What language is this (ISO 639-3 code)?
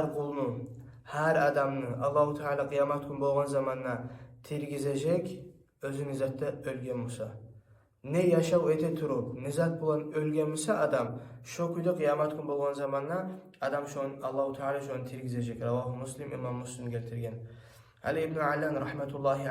kum